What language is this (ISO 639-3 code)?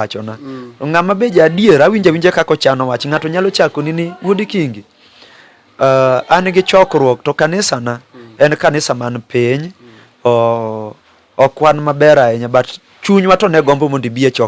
luo